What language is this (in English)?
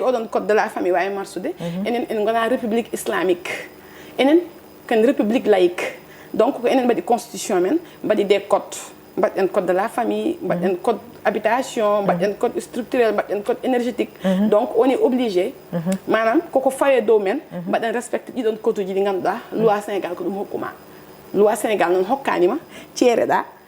Fula